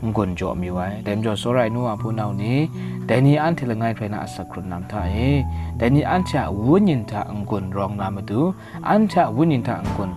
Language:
Kachin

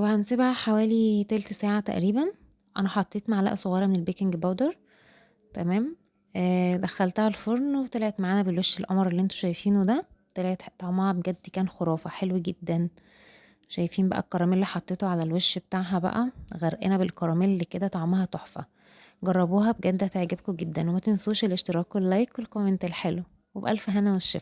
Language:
Egyptian Arabic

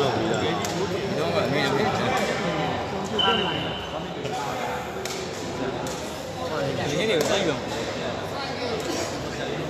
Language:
Burmese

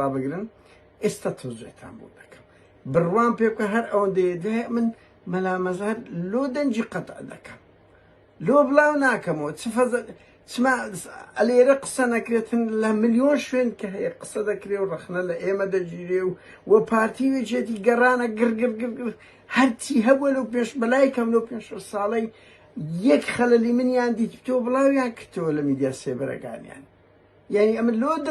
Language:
Central Kurdish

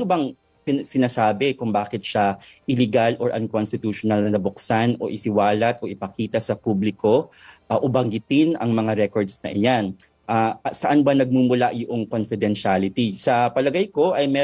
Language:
Filipino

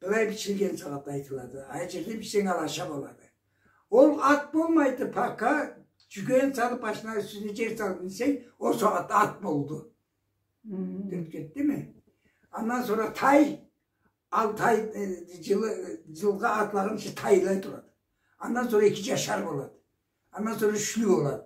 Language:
Karachay-Balkar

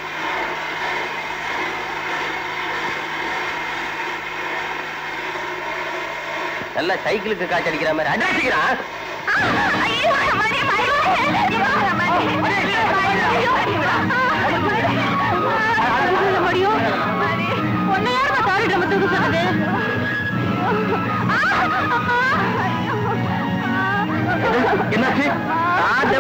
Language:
Tamil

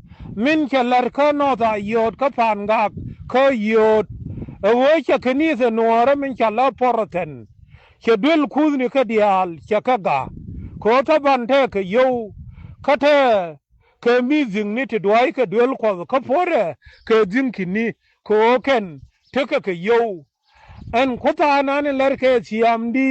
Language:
Nuer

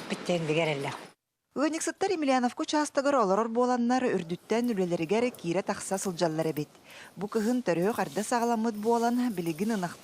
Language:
Yakut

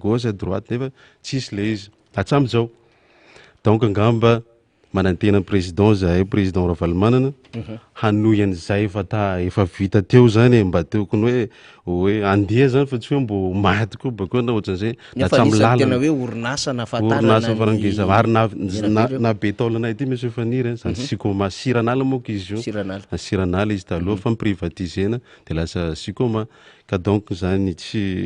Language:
Malagasy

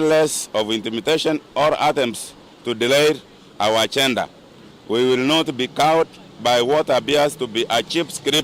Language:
Kamba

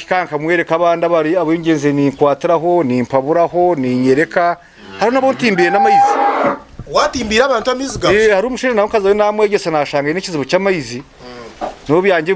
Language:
Nyankole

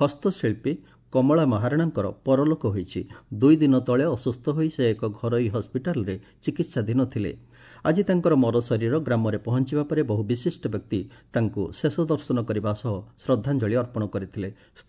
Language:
Odia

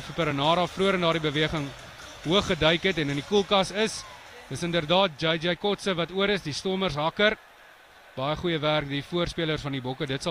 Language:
Afrikaans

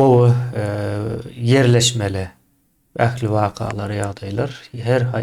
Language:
Turkmen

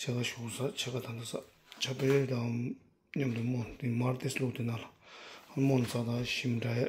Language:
Tibetan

